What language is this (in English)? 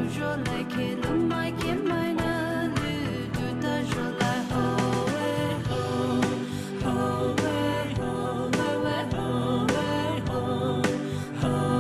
Poumei Naga